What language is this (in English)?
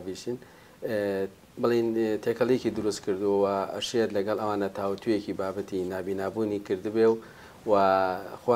Central Kurdish